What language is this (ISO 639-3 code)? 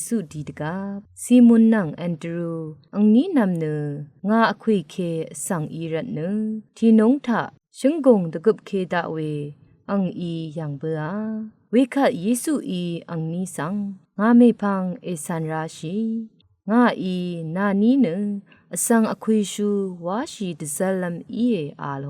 raw